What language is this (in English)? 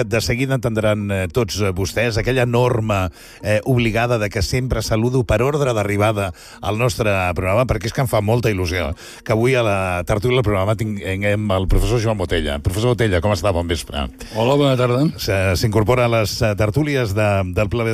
Catalan